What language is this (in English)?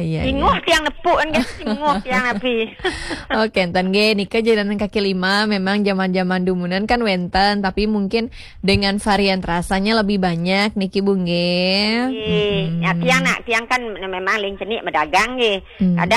Balinese